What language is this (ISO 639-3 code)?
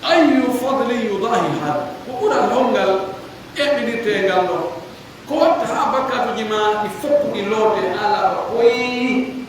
fuf